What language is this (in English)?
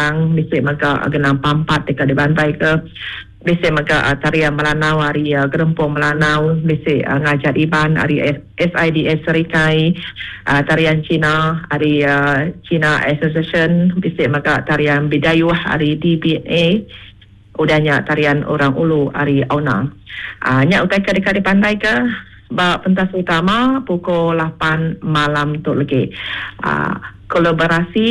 Iban